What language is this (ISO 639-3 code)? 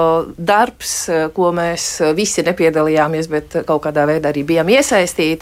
lav